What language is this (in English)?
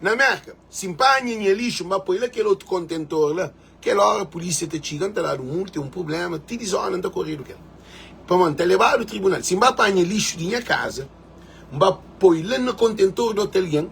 Kabuverdianu